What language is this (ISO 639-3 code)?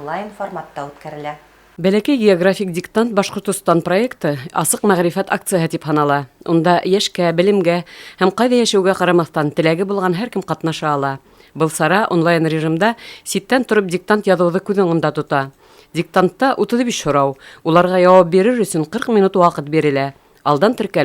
bak